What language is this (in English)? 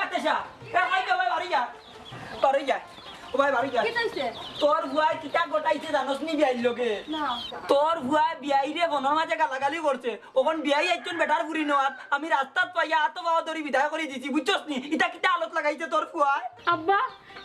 Sylheti